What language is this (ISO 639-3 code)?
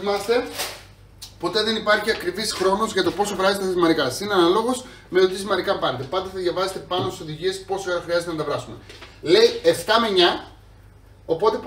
ell